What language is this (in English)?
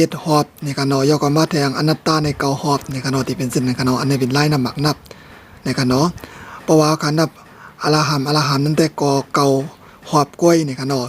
Shan